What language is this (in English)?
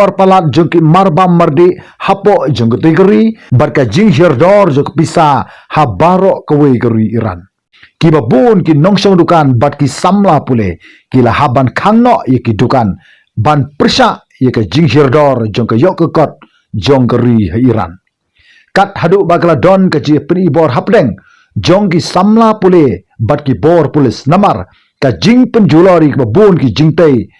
Khasi